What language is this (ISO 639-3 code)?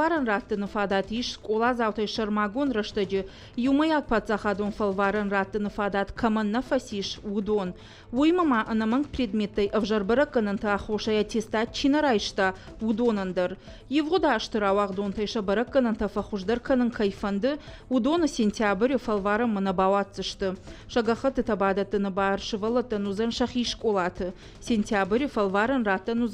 oss